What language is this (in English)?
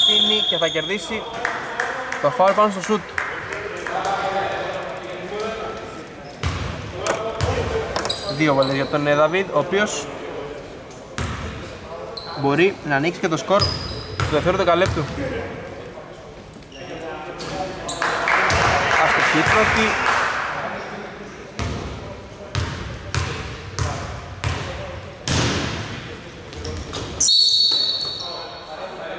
Greek